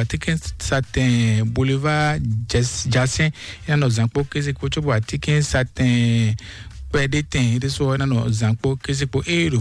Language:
Fon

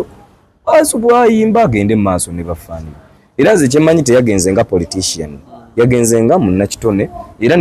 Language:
Ganda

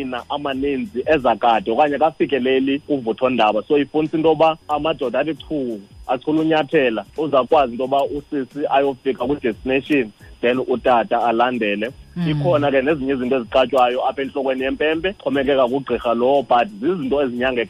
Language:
Xhosa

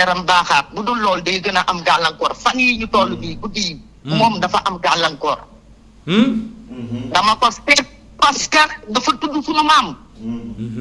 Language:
Wolof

